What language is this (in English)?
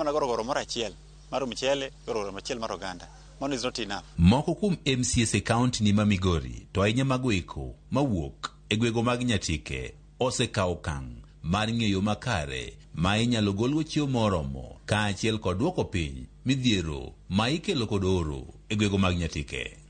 Luo (Kenya and Tanzania)